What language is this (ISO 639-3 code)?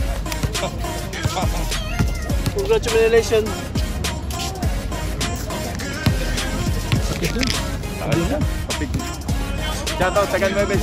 fil